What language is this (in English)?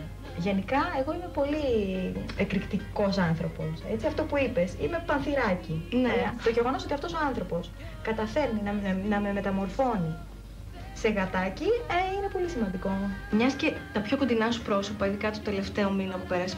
Greek